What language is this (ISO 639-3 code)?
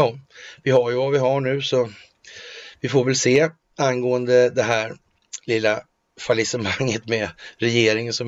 swe